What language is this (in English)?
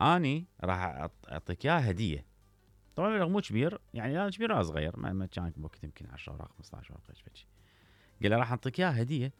Mesopotamian Arabic